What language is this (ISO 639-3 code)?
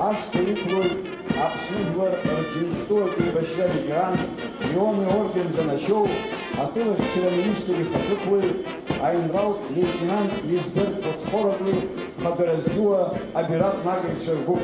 abk